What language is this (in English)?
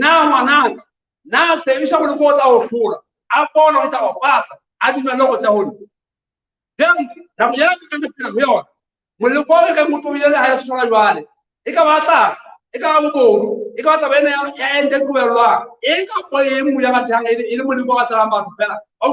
Southern Sotho